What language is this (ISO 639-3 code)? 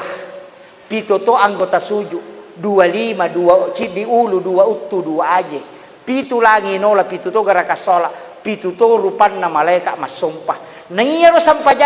bug